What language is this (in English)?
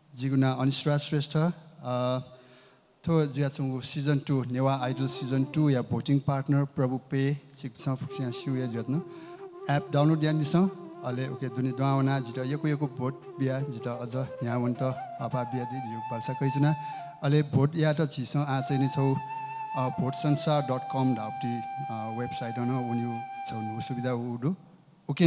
Newari